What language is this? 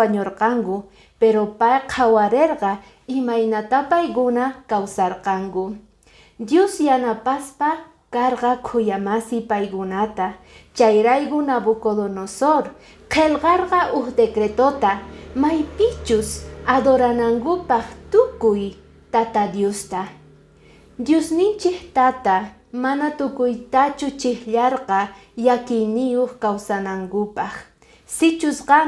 Quechua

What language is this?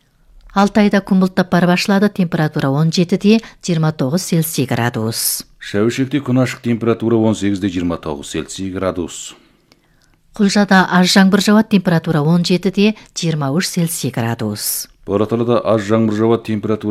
Kazakh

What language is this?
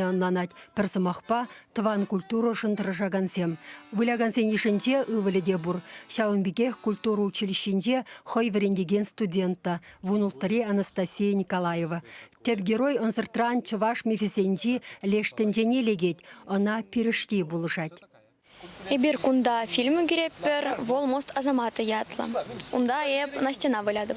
Chuvash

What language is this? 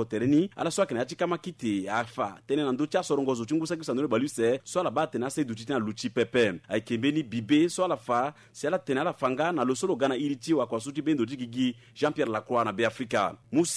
Sango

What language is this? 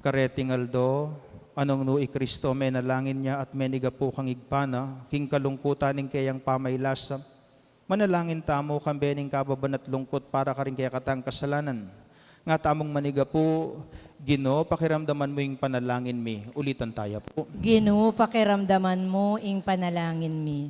Pampanga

